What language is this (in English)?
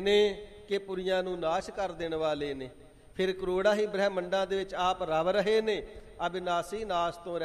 Punjabi